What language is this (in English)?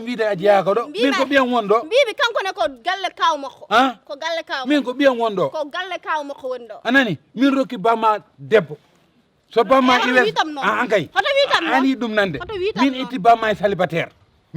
Fula